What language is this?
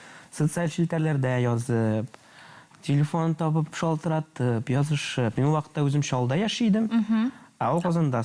Tatar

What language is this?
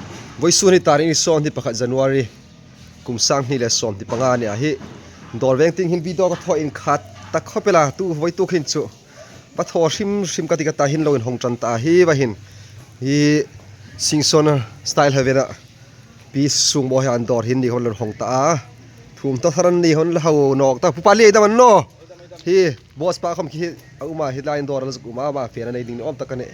Hmar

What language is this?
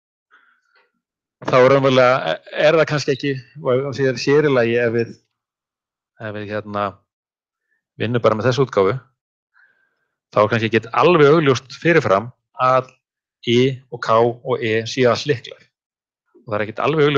Icelandic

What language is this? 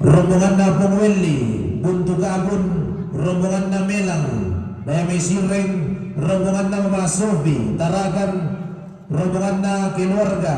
Toraja-Sa'dan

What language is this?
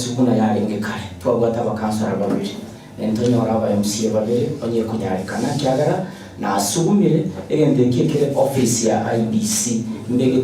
Gusii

